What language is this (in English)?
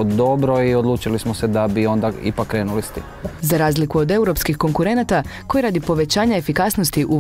Croatian